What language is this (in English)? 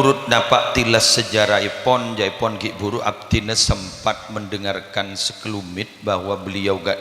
Madurese